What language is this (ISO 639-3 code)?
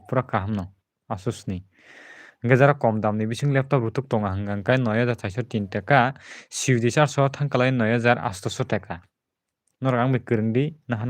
trp